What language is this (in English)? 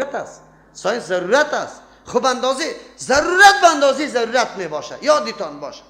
Persian